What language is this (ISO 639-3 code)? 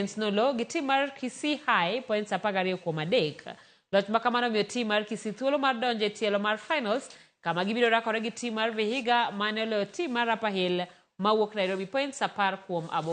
luo